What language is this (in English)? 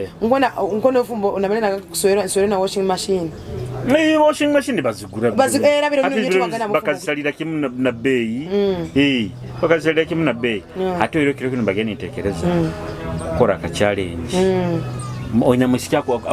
Nyoro